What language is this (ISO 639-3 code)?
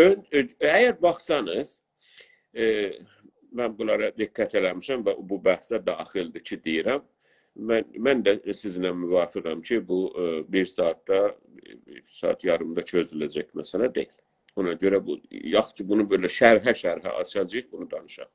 azb